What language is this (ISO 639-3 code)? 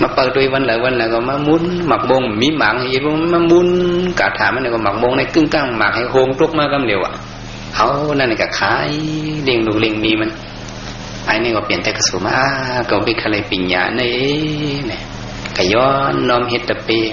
shn